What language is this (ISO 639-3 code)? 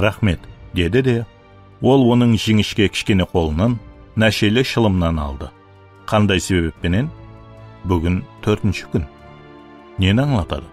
kaa